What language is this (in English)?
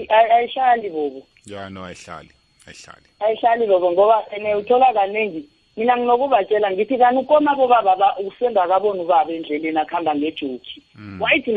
South Ndebele